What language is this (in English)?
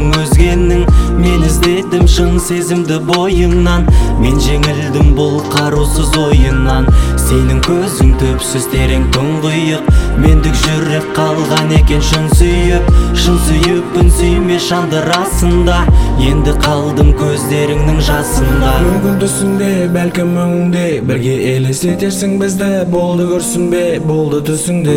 Kazakh